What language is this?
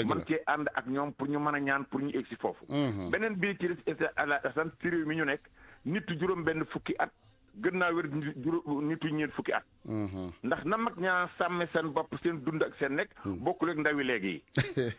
Wolof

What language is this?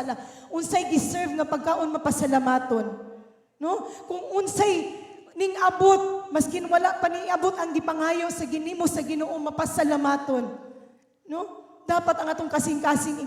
Cebuano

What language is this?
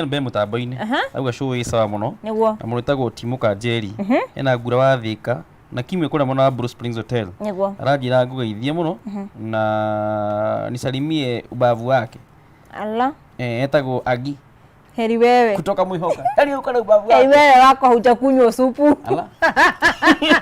Kikuyu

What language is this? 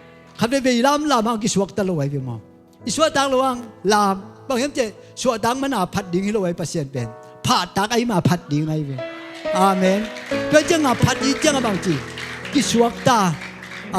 Tedim Chin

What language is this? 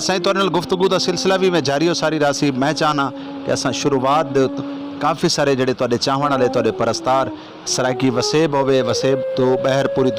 Saraiki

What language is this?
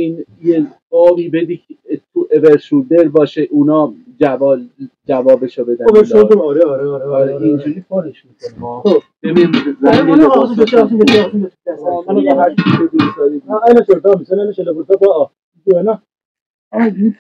South Azerbaijani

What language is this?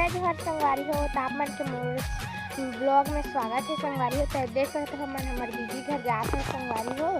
Chhattisgarhi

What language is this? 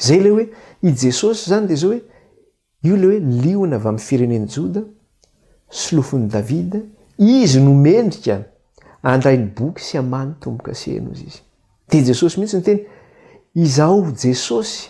Malagasy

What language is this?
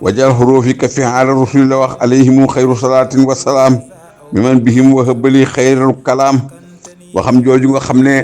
Wolof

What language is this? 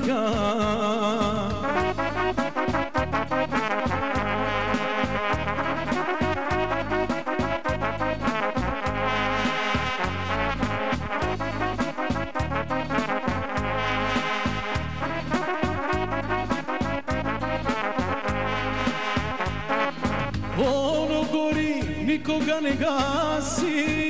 Serbian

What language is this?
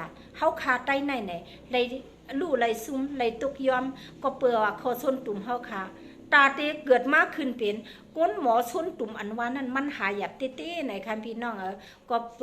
Shan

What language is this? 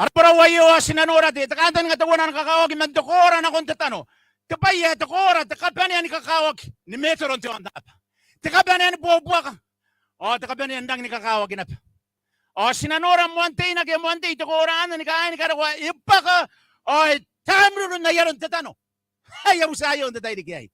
Gilbertese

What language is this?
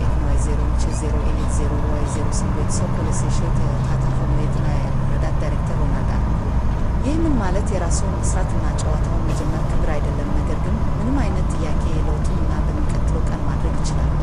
Amharic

